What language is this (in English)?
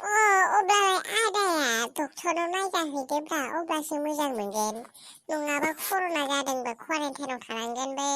Bodo